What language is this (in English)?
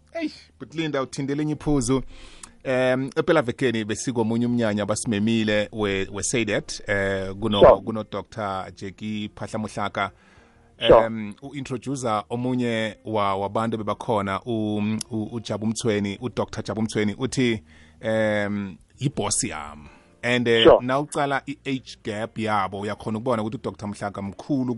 South Ndebele